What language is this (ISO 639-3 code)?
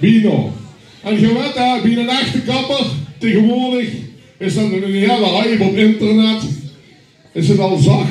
lim